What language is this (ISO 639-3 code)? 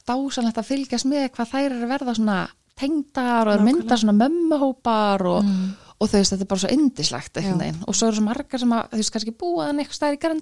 isl